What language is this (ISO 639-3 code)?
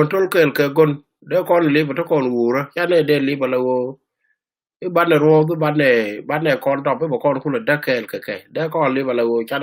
nus